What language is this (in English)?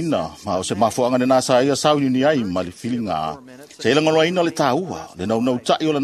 Samoan